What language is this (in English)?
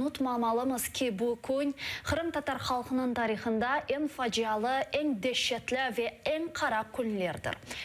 Crimean Tatar